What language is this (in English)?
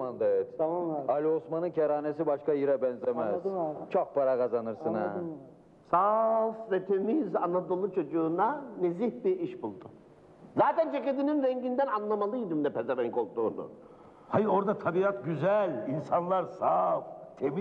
Turkish